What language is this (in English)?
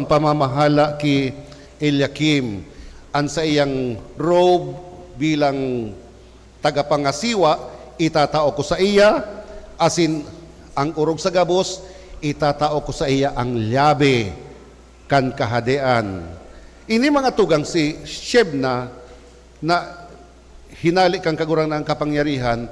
Bikol